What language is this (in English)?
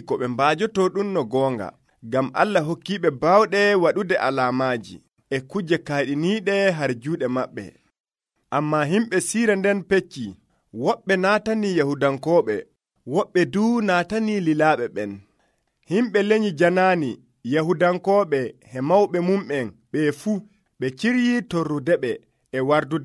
Nigerian Fulfulde